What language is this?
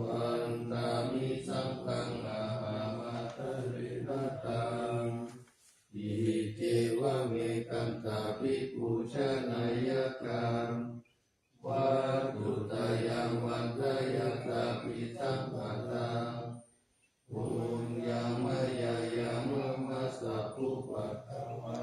Pali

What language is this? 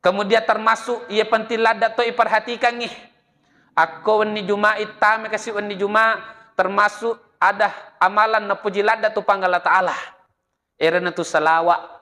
Buginese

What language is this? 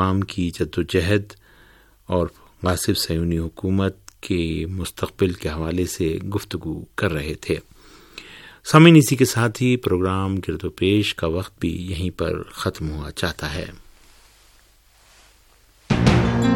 Urdu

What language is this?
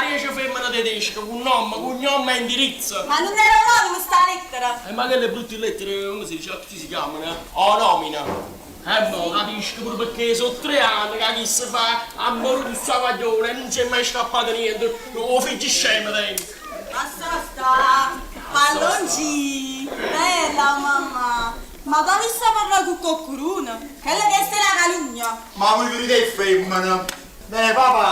Neapolitan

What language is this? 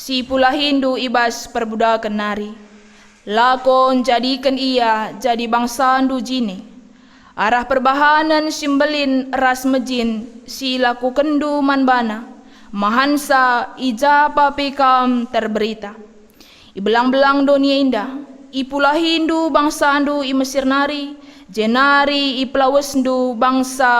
Batak Karo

